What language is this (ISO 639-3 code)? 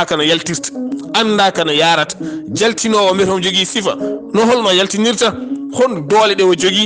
ful